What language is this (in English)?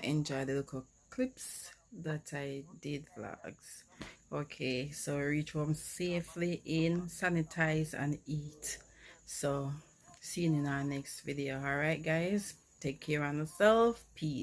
Jamaican Creole English